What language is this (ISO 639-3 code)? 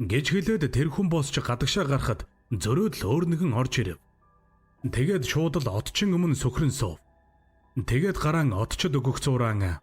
mon